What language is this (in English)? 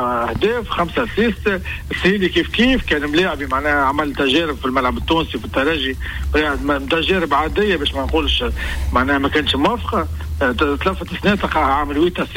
Tunisian Arabic